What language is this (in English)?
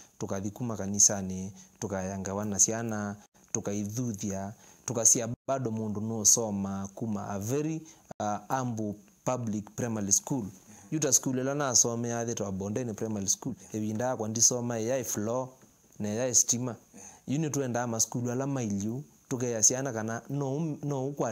Kamba